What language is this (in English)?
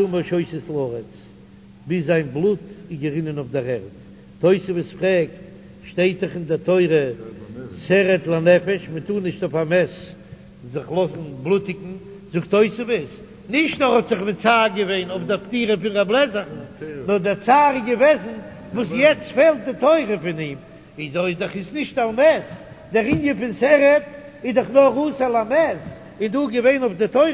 Yiddish